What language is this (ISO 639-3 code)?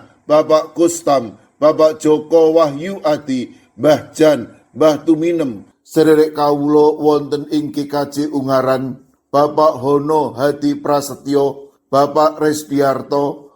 jav